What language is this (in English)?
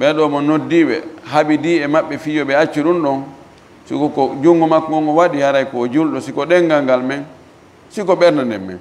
Fula